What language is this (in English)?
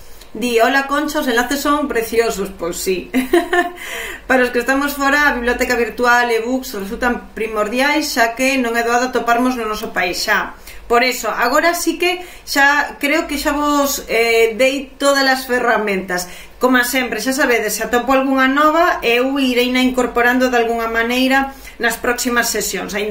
Galician